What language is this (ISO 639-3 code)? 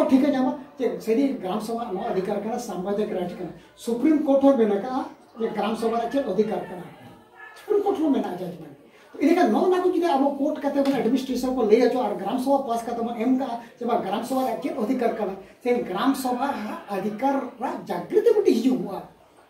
sat